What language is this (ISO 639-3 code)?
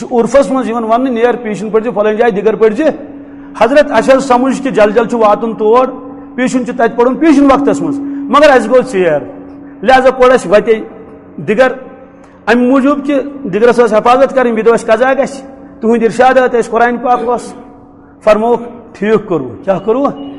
kas